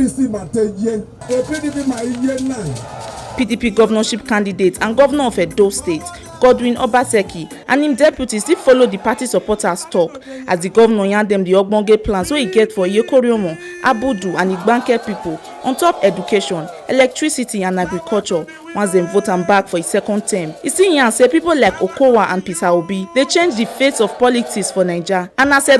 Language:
Nigerian Pidgin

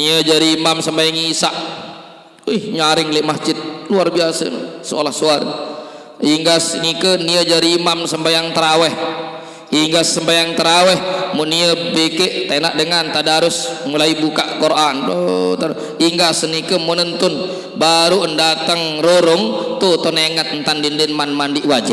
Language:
Sasak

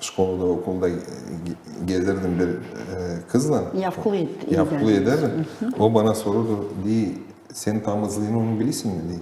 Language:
Gagauz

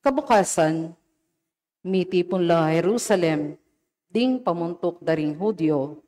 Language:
Pampanga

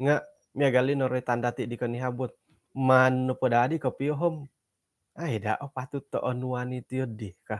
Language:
Central Dusun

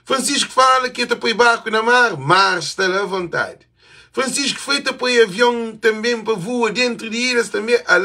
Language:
Kabuverdianu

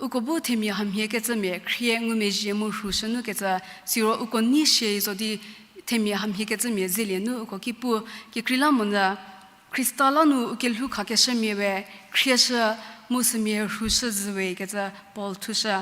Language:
Angami Naga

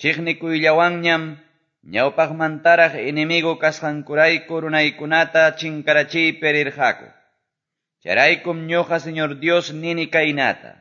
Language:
Quechua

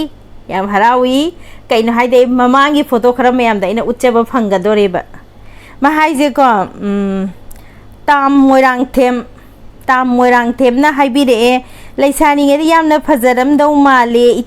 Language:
Manipuri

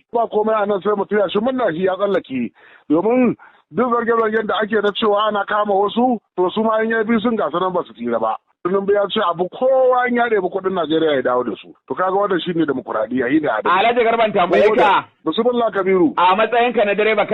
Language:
Hausa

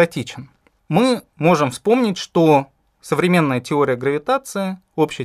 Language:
Russian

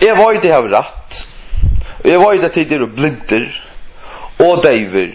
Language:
Faroese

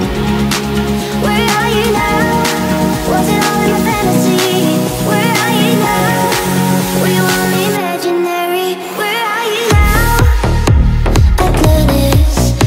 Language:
English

